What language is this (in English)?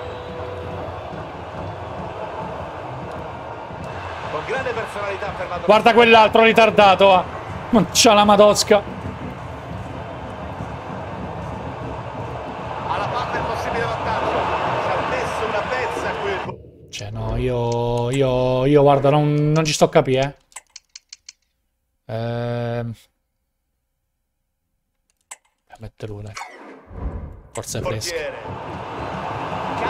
Italian